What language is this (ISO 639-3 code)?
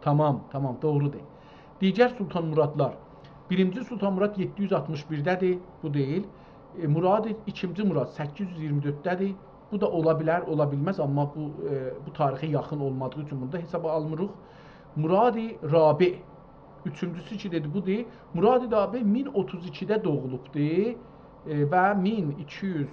azb